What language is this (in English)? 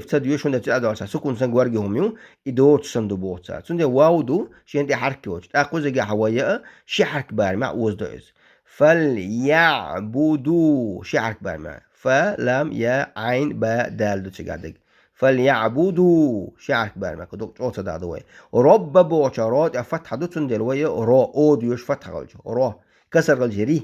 Chechen